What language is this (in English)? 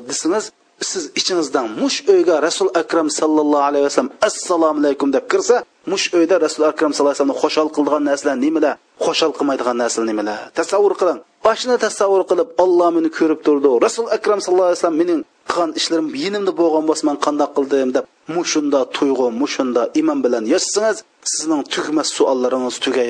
Uyghur